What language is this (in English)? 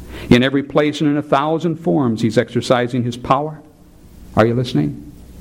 English